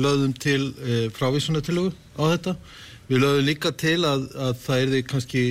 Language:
Icelandic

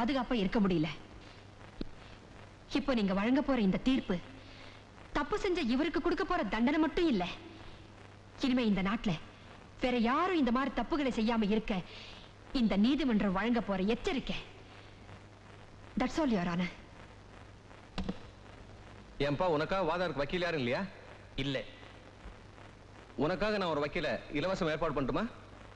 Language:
Tamil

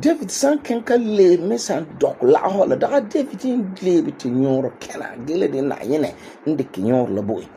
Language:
Frafra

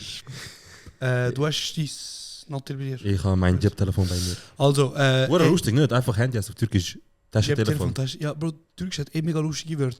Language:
Swiss German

